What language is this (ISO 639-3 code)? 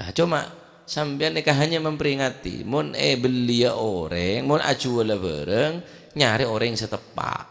mad